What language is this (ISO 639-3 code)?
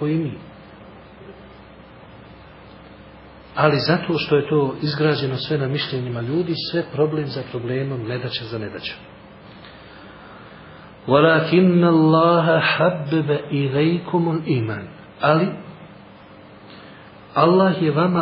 bos